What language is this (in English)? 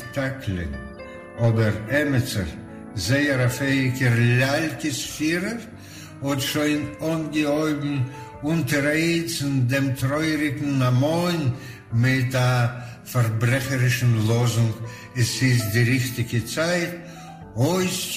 Yiddish